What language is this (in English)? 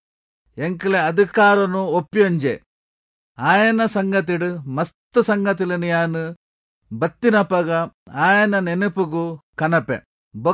Tulu